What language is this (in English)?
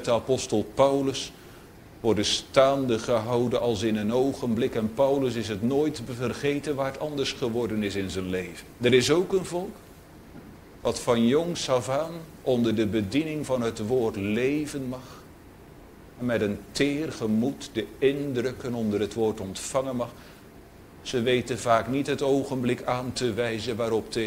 Dutch